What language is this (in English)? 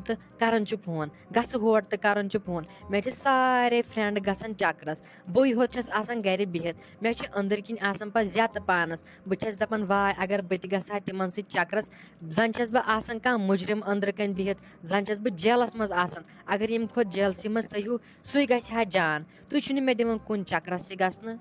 Kashmiri